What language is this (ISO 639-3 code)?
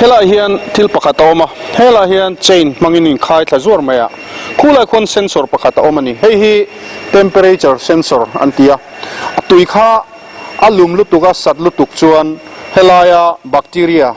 lus